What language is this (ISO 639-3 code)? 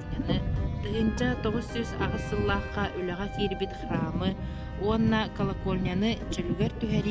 sah